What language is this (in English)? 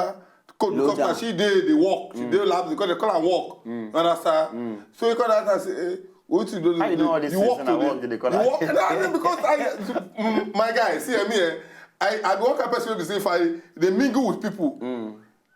Nigerian Pidgin